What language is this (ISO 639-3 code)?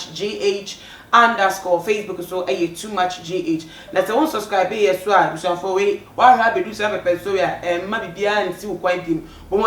aka